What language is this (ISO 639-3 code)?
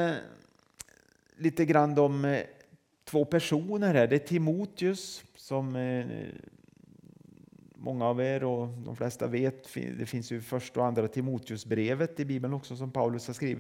swe